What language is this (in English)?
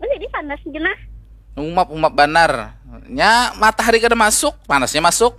Banjar